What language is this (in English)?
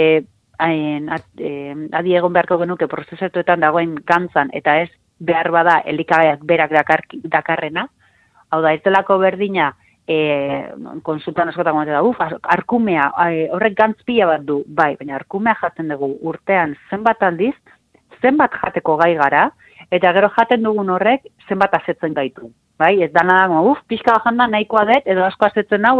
Basque